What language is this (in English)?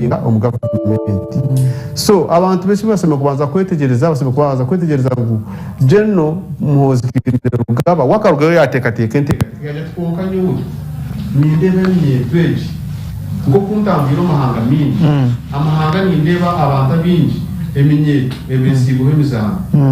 Nyankole